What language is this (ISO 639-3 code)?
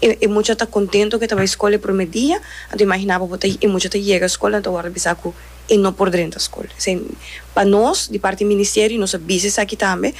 pap